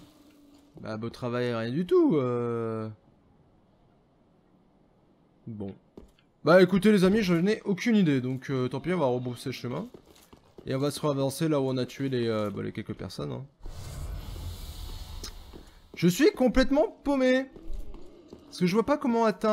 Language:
French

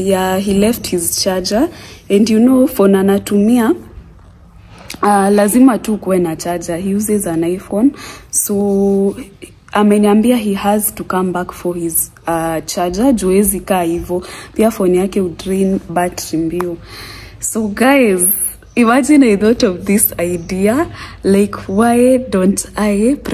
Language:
Swahili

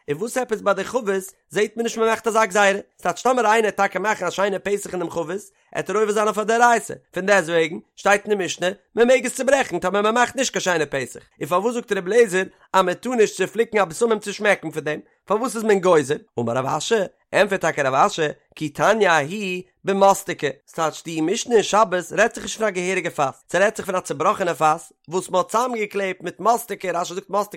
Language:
Yiddish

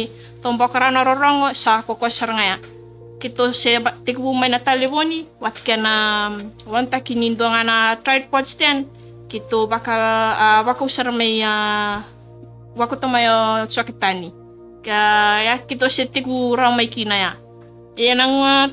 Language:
Fijian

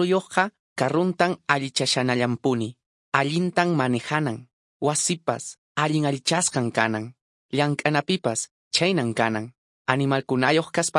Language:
Quechua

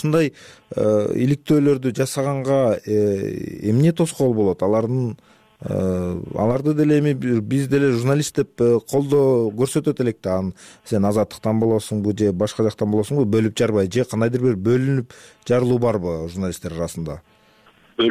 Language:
Kyrgyz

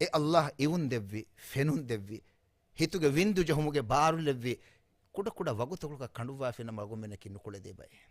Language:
Divehi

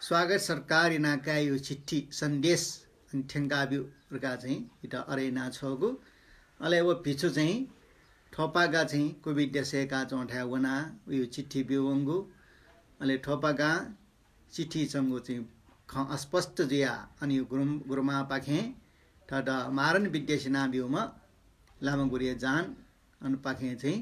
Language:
Newari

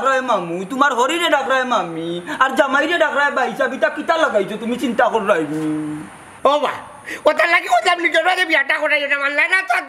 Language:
Sylheti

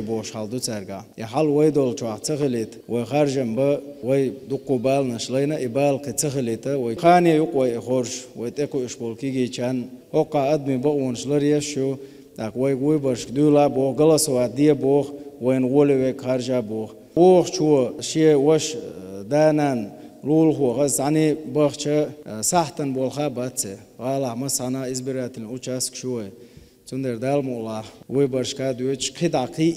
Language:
Chechen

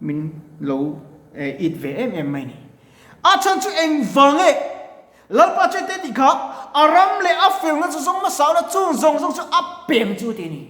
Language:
Mizo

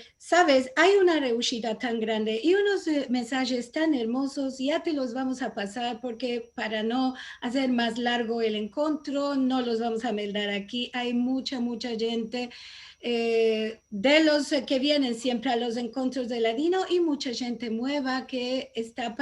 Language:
Ladino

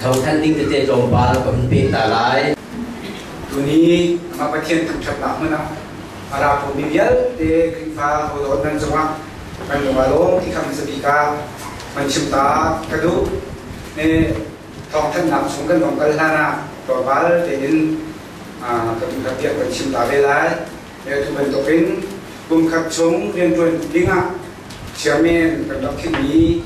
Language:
Hakha Chin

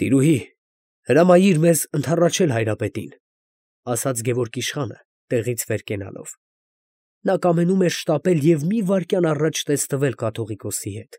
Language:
Armenian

